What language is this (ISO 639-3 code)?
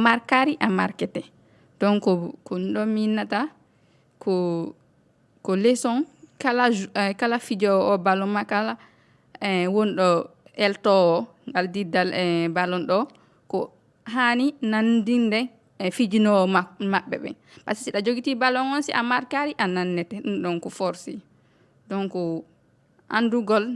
ful